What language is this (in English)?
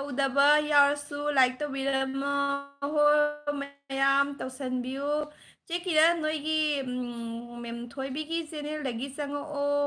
Manipuri